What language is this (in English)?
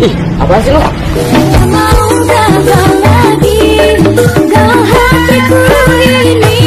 Musi